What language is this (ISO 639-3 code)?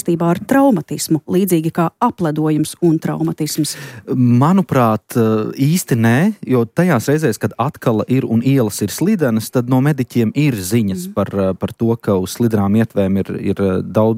lav